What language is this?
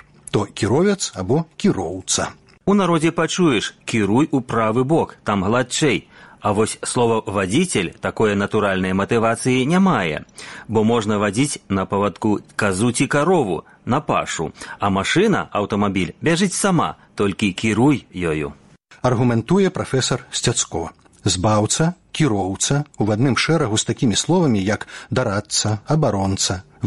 Belarusian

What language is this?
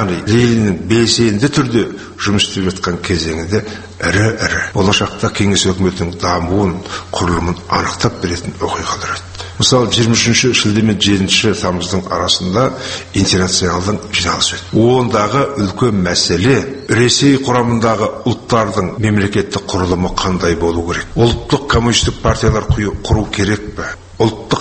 Kazakh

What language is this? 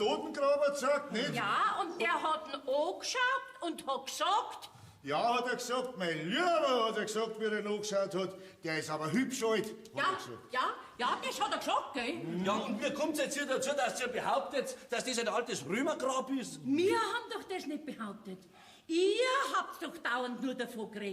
Bavarian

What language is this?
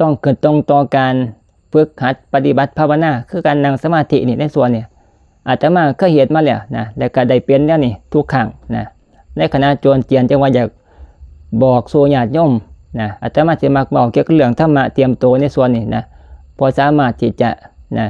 Northeastern Thai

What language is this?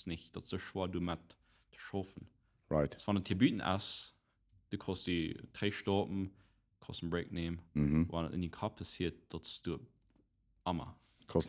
Plautdietsch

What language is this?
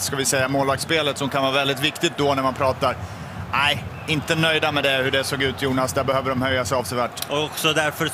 Swedish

